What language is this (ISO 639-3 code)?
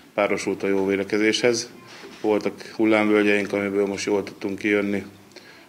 hun